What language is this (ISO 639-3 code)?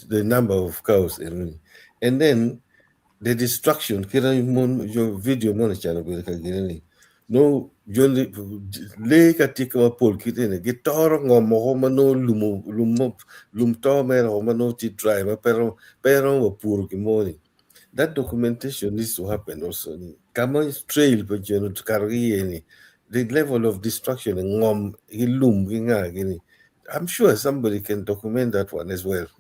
ach